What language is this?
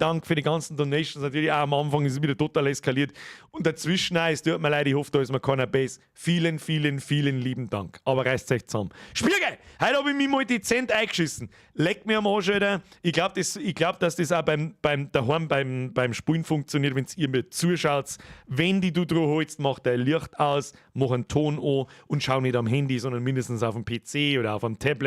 Bavarian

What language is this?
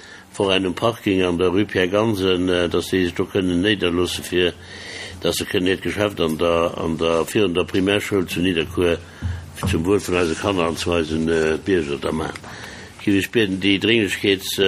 Luxembourgish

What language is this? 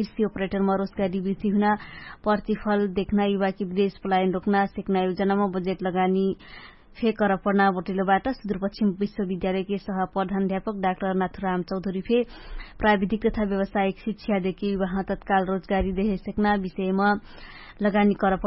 Dangaura Tharu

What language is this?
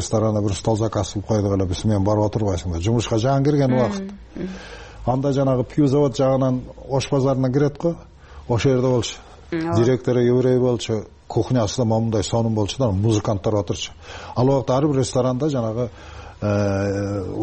Kyrgyz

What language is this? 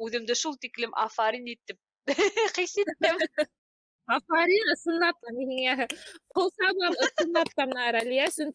Bashkir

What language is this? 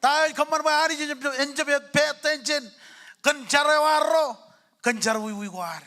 Marshallese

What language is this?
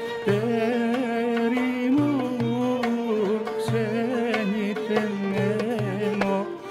Greek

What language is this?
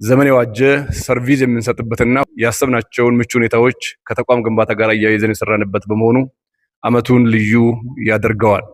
Amharic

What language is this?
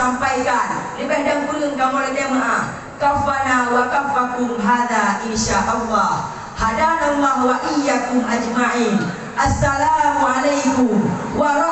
Achinese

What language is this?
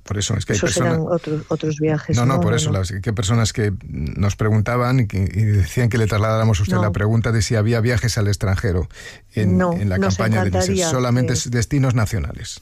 Spanish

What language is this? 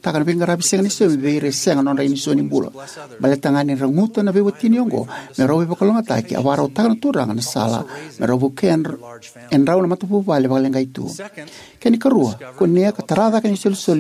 Fijian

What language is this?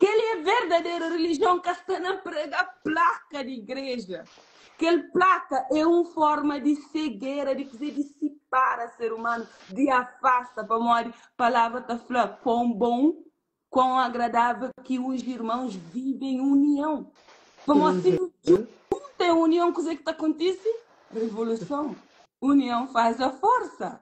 Kabuverdianu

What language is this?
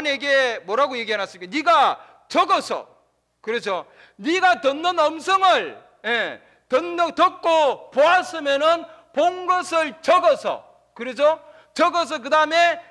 Korean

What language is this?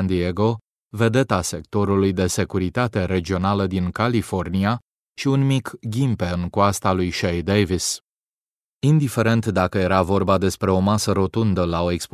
Romanian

